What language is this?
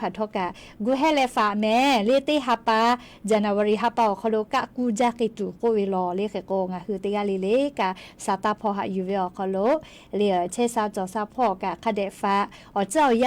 Lahu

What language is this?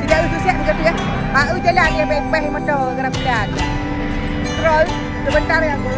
Achinese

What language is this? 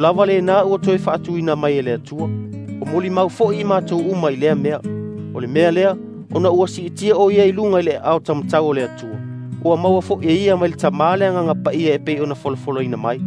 Samoan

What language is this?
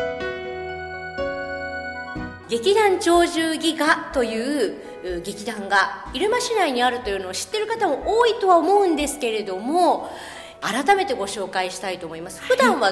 Japanese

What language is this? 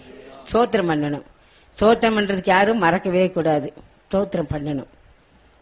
Tamil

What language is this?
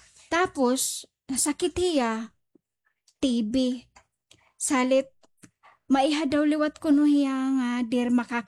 Waray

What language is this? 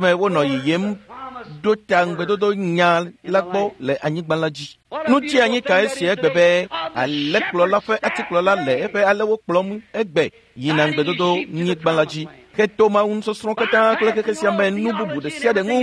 Ewe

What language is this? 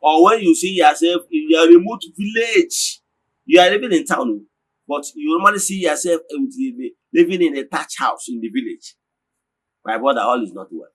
Igbo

